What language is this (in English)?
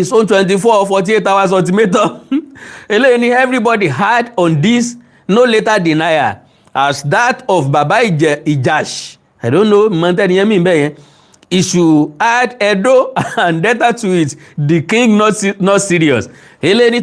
Yoruba